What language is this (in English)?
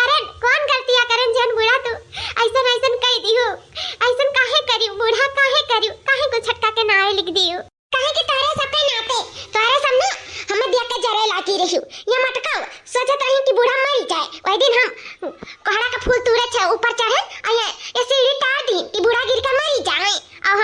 Awadhi